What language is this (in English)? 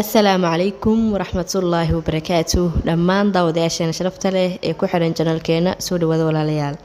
Somali